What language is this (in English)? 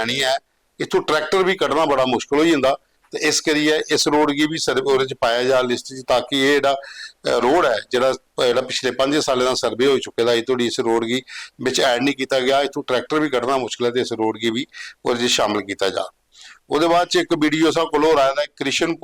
Dogri